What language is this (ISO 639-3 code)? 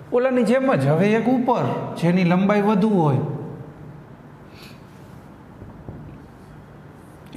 guj